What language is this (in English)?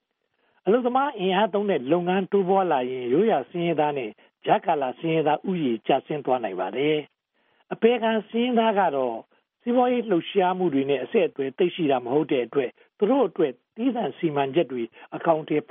Burmese